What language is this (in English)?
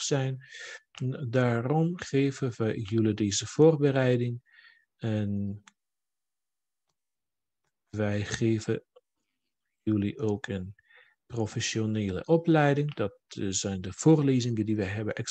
Dutch